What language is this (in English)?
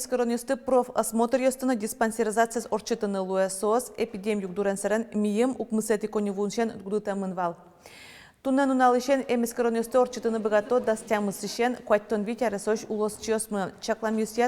Udmurt